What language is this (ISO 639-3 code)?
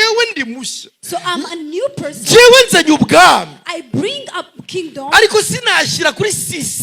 kin